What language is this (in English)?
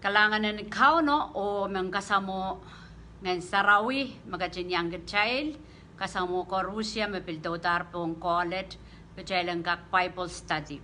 Pohnpeian